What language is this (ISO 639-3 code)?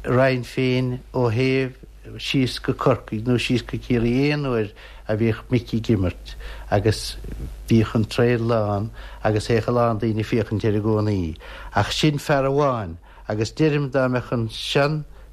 gle